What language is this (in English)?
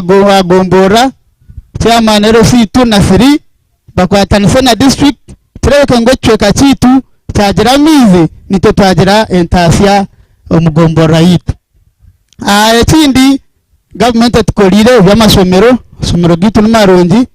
Nyankole